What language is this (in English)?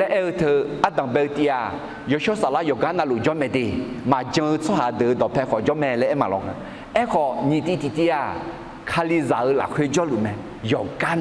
Akha